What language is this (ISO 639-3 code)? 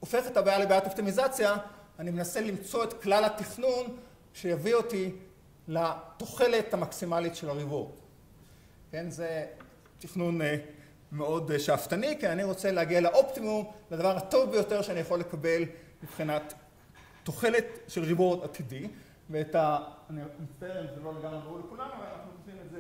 heb